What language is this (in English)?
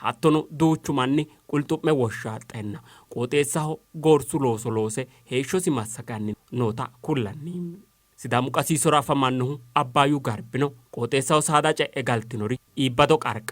Sidamo